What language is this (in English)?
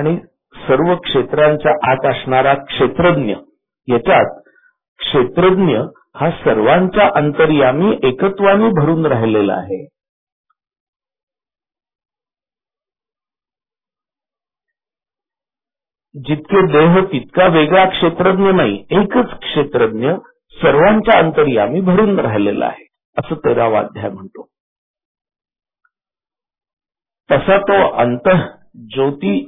Marathi